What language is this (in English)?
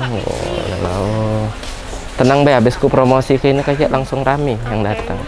Musi